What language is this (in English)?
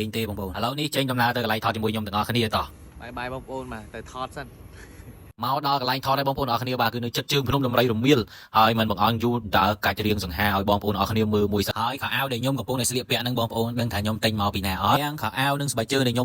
Khmer